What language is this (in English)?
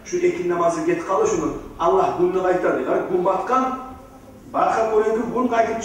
Kumyk